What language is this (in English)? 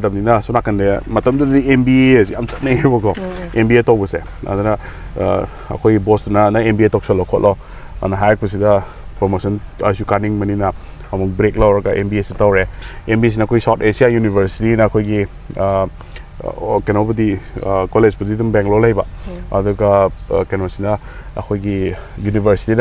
Manipuri